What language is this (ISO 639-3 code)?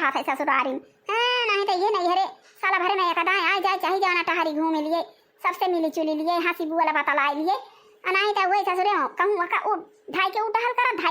awa